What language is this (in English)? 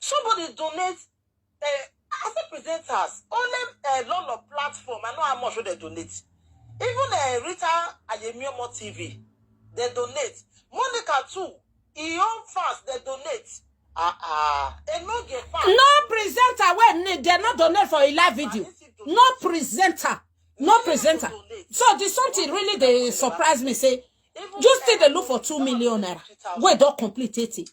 Nigerian Pidgin